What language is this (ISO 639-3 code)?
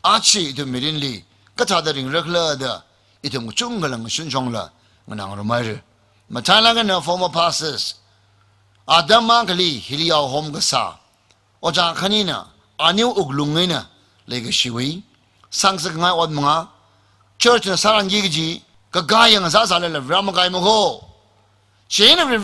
nmf